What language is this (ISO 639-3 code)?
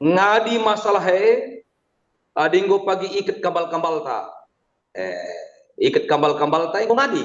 btx